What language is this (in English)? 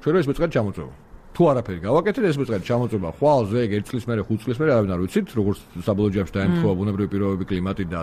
Georgian